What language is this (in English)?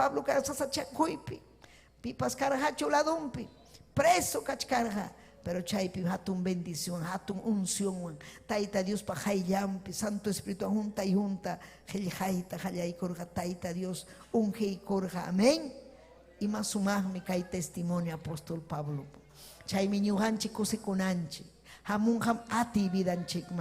Ayacucho Quechua